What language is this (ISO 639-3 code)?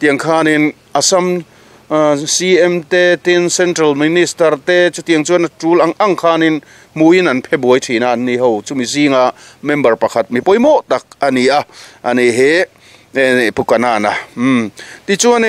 lus